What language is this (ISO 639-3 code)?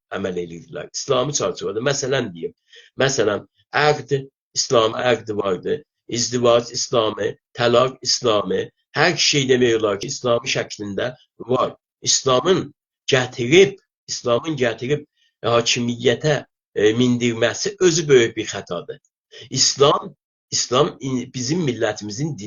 azb